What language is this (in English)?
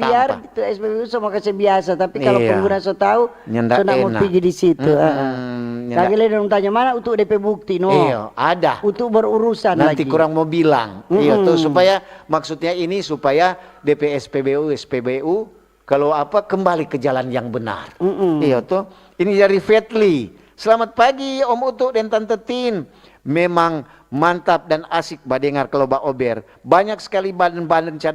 Manado Malay